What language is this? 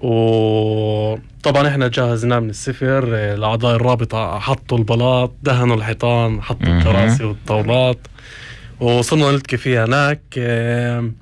North Levantine Arabic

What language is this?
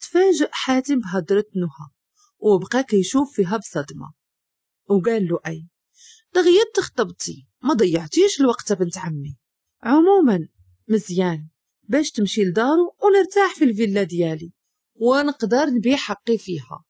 Moroccan Arabic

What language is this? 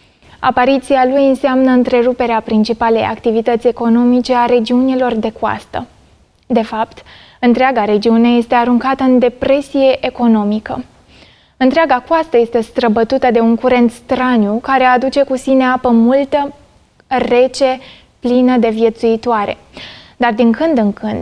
Romanian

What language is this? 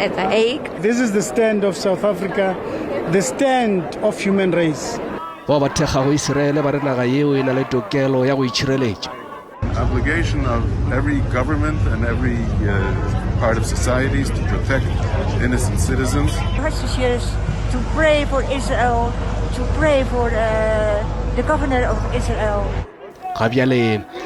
Northern Sotho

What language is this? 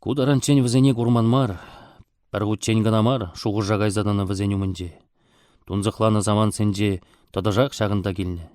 Chuvash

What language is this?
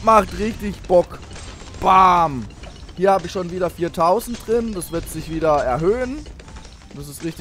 German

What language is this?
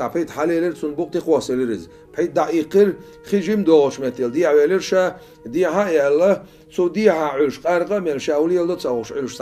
Chechen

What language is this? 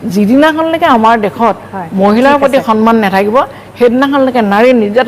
Assamese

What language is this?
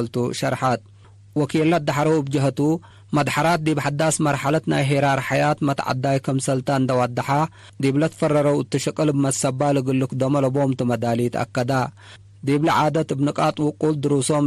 Tigre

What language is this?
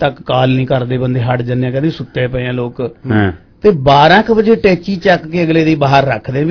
Punjabi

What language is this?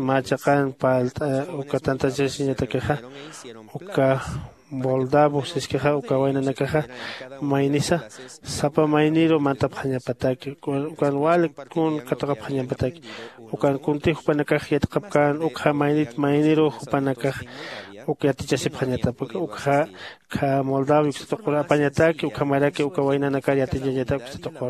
Aymara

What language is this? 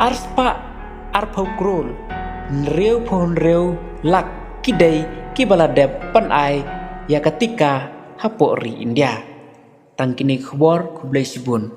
Khasi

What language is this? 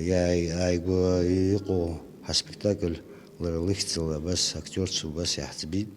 Abkhazian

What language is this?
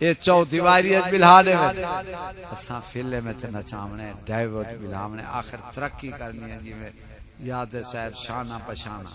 Saraiki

